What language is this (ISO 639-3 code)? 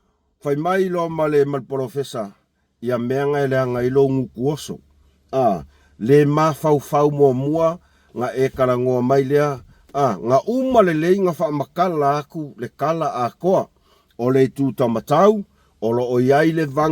smo